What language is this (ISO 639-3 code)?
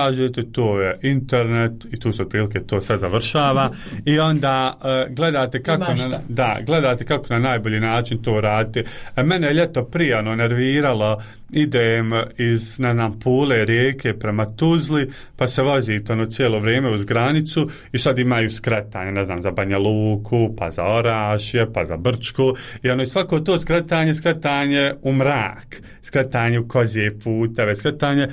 hrv